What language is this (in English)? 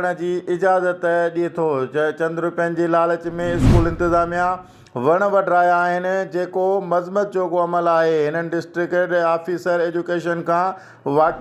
Sindhi